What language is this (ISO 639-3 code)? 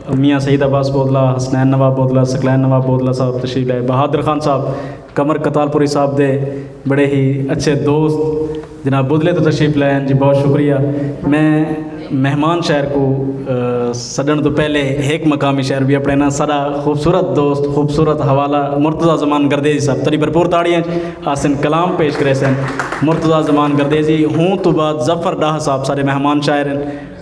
skr